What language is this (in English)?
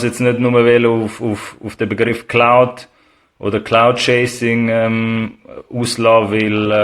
Swiss German